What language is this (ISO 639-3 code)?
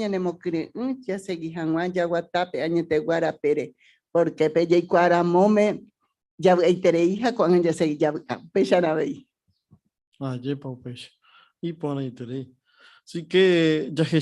grn